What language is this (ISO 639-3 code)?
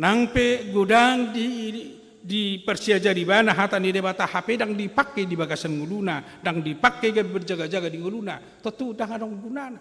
bbc